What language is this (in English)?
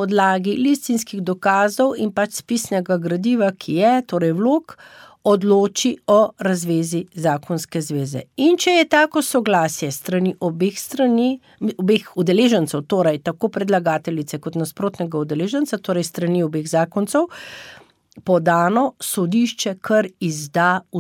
Slovenian